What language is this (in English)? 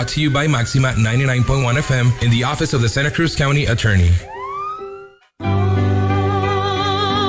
Spanish